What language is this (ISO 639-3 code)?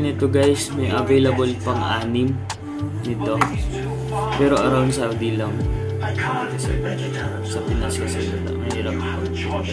fil